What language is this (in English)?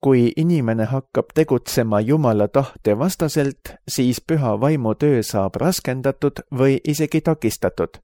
Estonian